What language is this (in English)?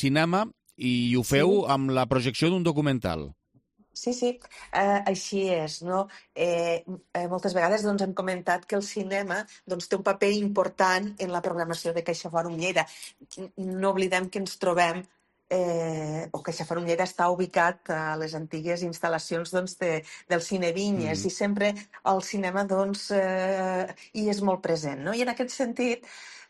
Catalan